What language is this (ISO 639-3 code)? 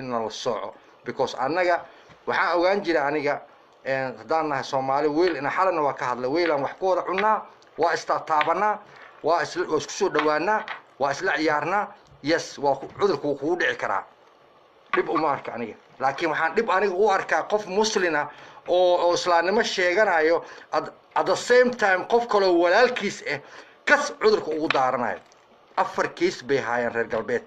som